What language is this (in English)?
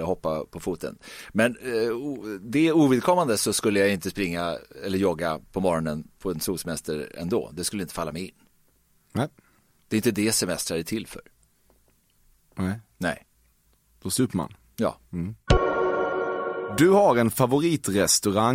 Swedish